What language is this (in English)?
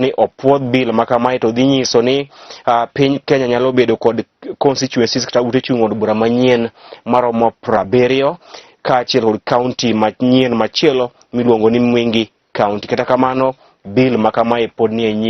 Luo (Kenya and Tanzania)